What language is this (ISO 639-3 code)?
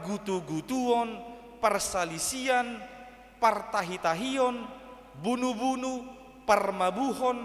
bbc